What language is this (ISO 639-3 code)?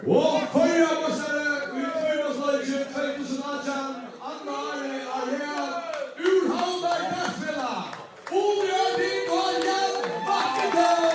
fao